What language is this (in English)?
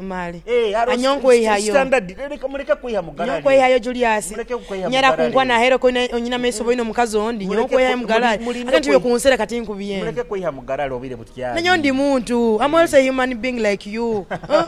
Nyoro